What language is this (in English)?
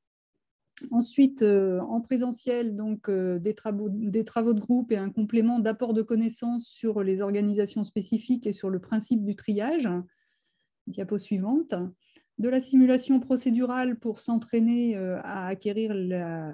French